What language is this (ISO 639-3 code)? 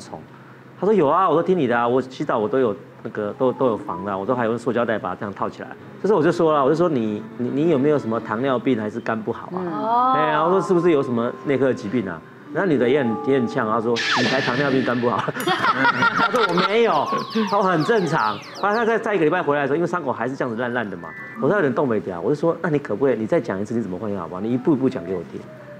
zho